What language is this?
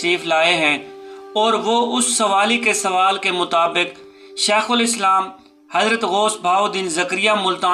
Urdu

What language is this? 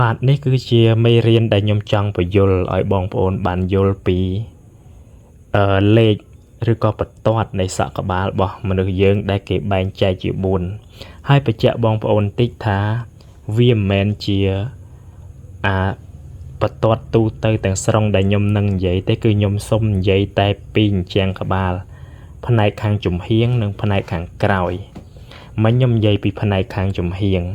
Khmer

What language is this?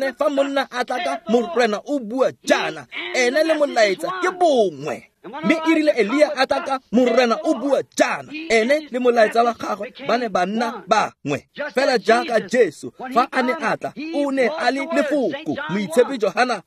Tswana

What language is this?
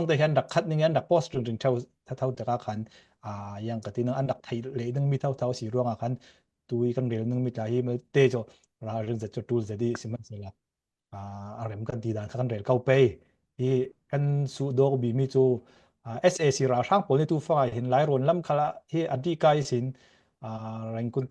Falam Chin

